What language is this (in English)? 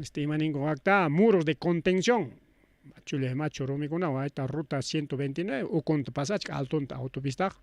Ayacucho Quechua